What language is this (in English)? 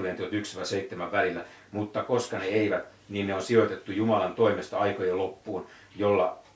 Finnish